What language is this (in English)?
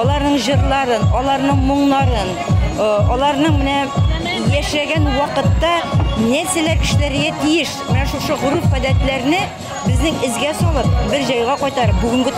Tatar